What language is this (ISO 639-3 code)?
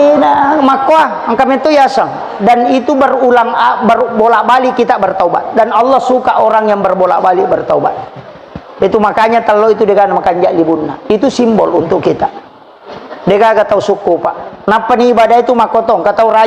bug